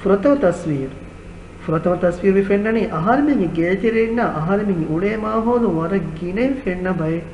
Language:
Divehi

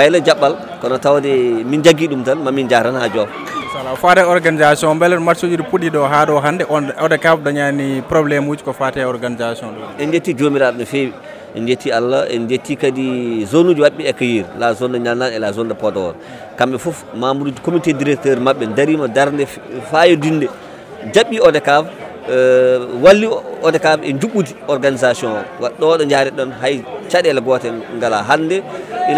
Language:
Fula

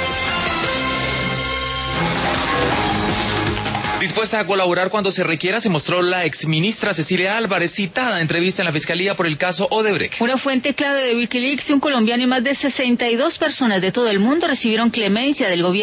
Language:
Spanish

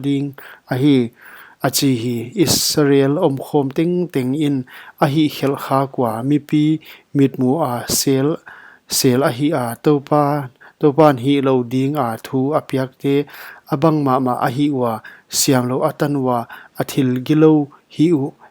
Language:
Paite Chin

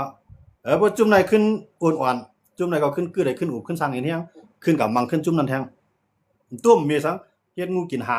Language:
Shan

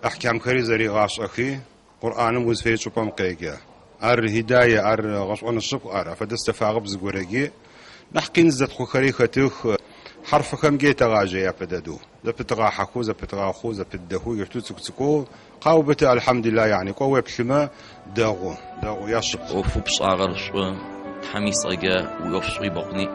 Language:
Adyghe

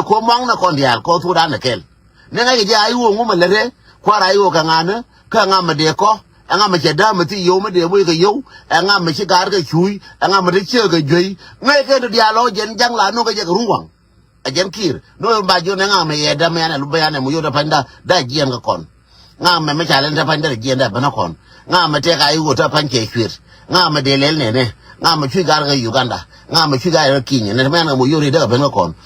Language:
Nuer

